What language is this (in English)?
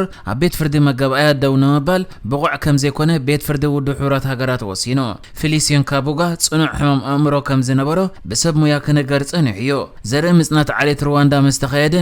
Tigrinya